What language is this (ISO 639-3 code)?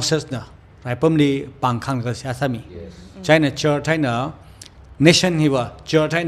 nmf